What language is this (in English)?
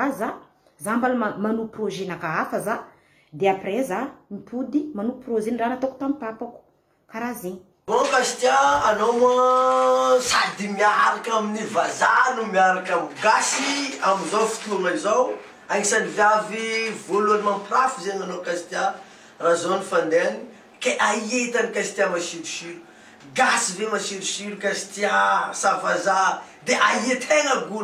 Malagasy